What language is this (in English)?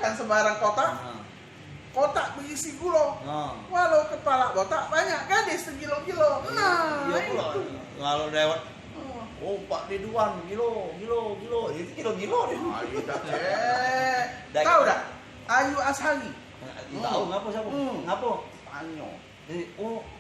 Musi